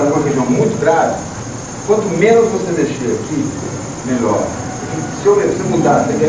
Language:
Portuguese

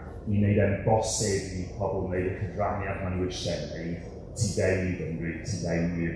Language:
Welsh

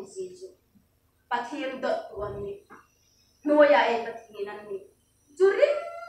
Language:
Hmar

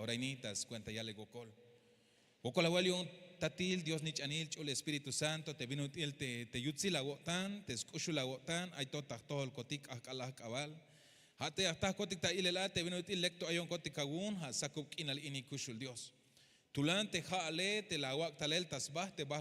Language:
Tzeltal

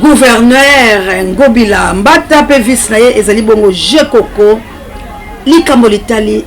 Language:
Lingala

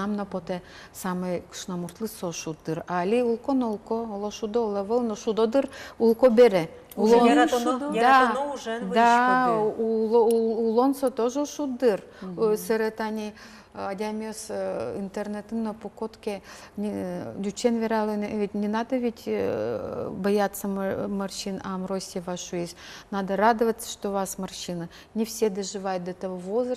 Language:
Udmurt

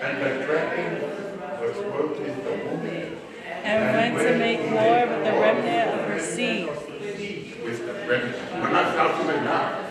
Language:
Samoan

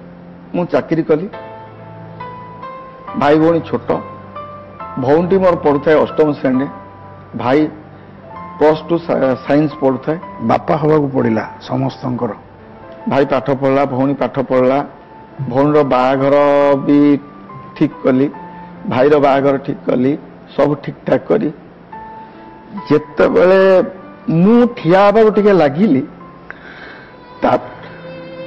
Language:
Odia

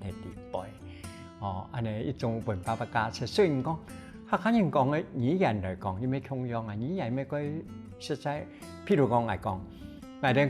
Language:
Hakka Chinese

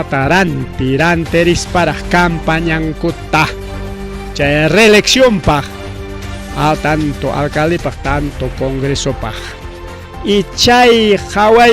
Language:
Ayacucho Quechua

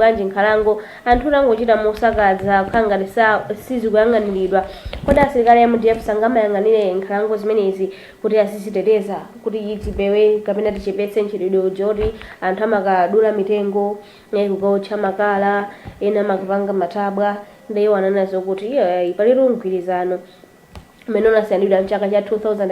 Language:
Nyanja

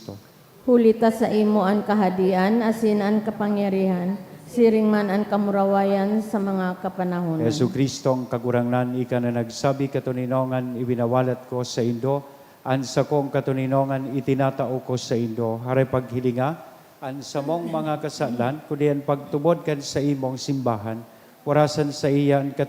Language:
Bikol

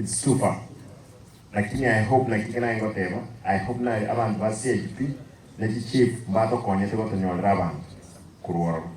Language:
Gusii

